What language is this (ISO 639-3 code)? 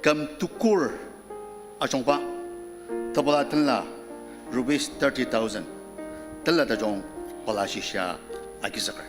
njo